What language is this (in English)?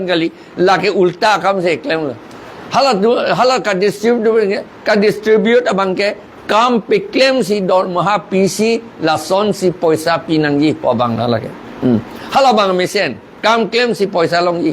Karbi